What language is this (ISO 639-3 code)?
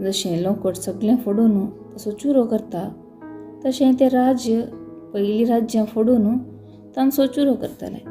kok